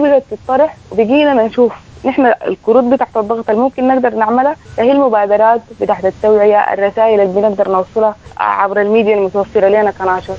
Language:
Sudanese Arabic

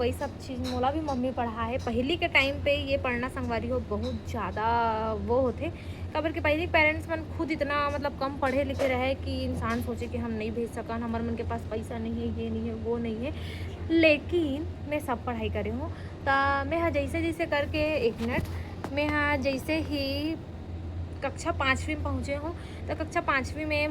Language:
Chhattisgarhi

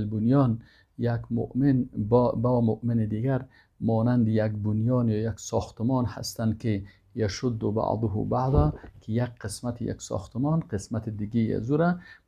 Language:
Persian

